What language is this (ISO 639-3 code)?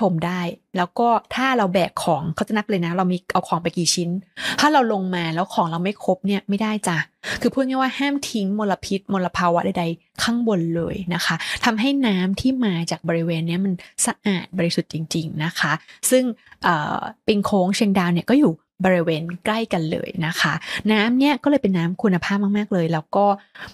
tha